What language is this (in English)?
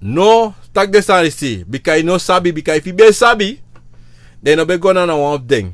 Sranan Tongo